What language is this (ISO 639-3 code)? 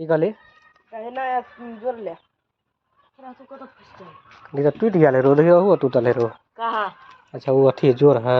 mai